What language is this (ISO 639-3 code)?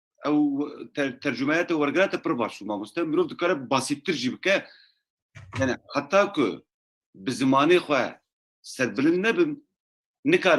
kur